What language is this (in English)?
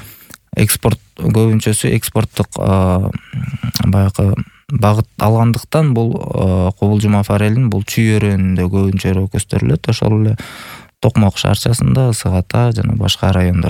Kyrgyz